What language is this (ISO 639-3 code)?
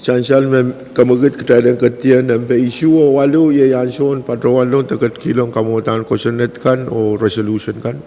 pon